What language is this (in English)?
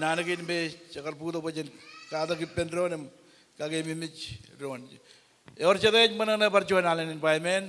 Marshallese